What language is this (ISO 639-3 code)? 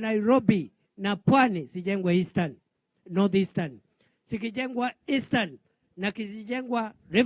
guz